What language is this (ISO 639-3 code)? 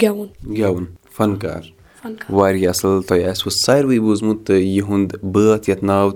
kas